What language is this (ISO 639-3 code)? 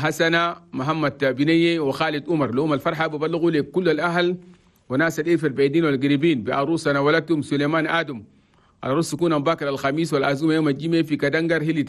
shu